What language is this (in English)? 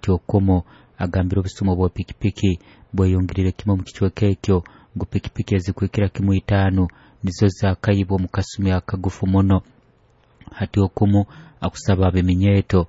Nyoro